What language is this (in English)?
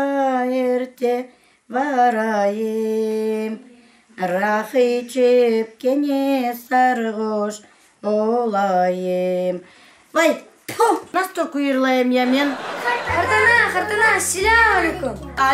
Crimean Tatar